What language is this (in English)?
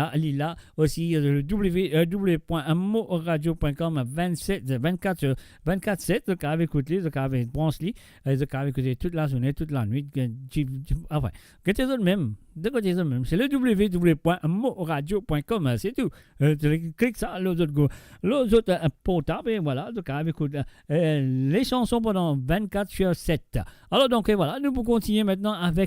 Morisyen